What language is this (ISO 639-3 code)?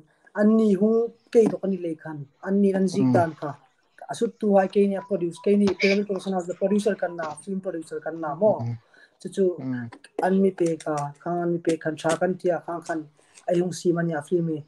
hmr